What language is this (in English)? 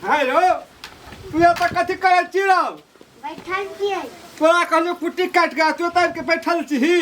Maithili